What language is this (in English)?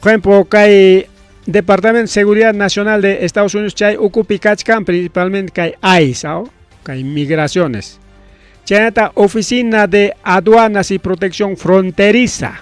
Ayacucho Quechua